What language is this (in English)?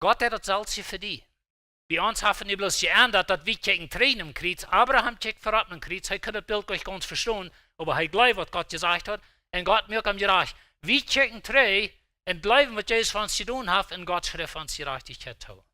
Plautdietsch